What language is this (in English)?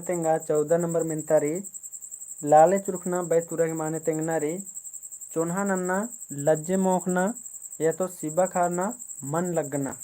Kurukh